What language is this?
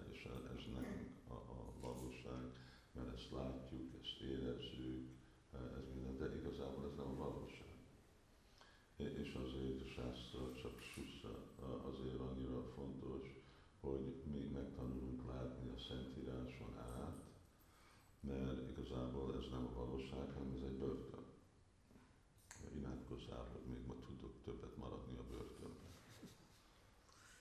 Hungarian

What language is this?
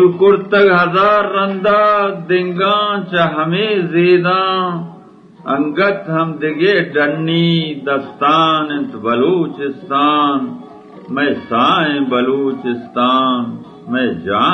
Eastern Balochi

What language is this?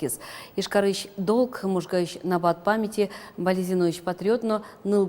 Udmurt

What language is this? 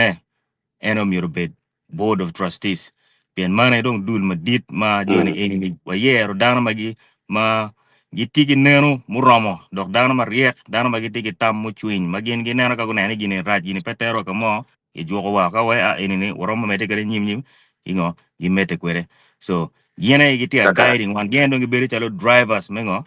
Acoli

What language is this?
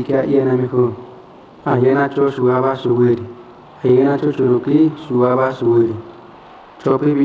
Central Tarahumara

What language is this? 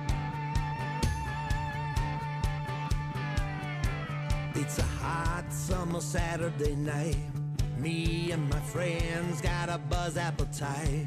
English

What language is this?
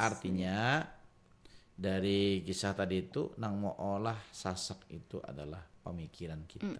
Banjar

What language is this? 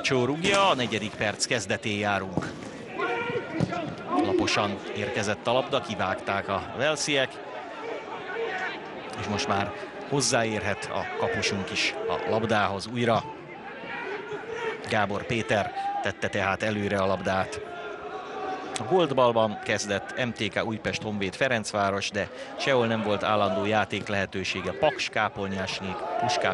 Hungarian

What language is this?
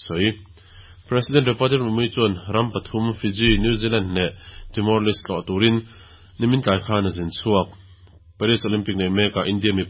Mizo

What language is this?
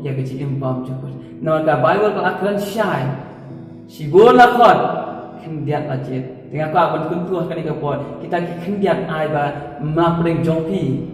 Khasi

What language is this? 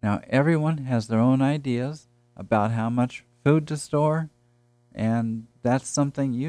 English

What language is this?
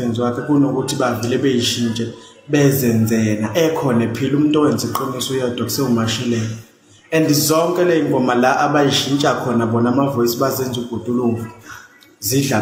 Zulu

